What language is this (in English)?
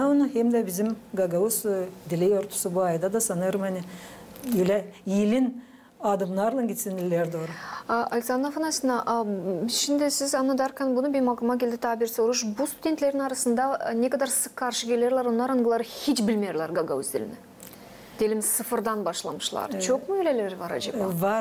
Gagauz